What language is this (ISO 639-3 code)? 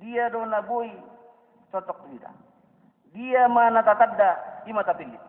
bbc